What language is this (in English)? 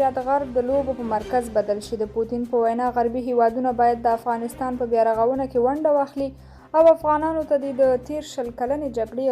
Pashto